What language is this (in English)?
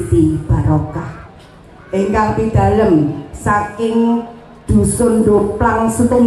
Javanese